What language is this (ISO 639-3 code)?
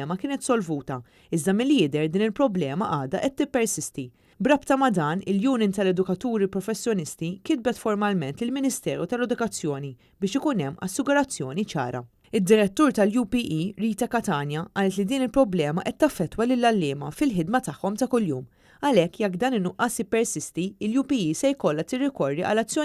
mlt